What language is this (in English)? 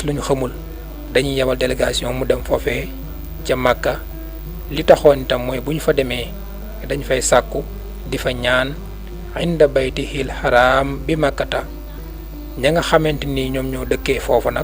Wolof